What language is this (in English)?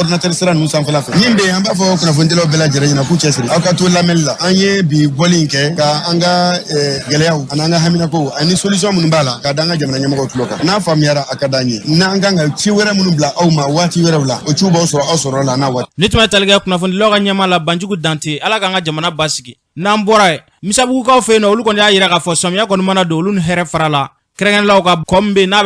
Bambara